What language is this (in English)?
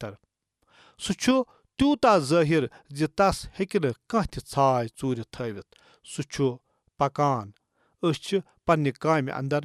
Kashmiri